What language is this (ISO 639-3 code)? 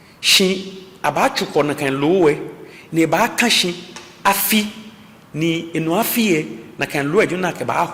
gaa